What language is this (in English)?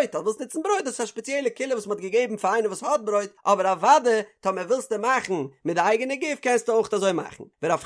Yiddish